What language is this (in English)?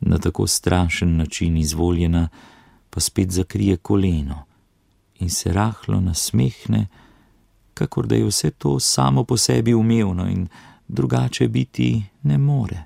Slovenian